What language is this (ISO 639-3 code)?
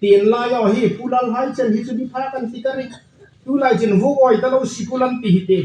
hmr